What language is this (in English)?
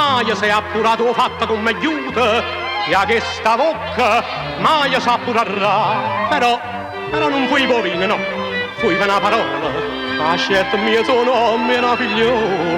Neapolitan